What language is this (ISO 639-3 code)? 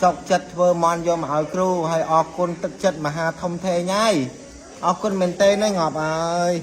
khm